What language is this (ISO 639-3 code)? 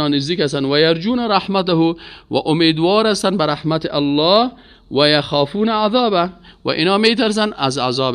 fas